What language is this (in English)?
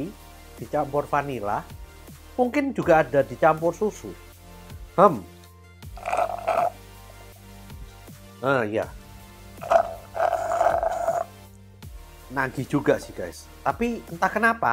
Indonesian